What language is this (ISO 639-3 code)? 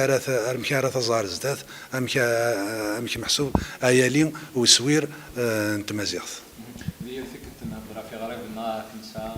kab